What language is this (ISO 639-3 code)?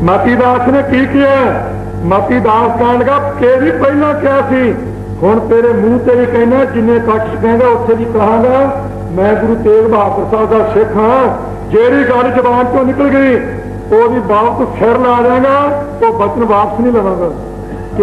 pan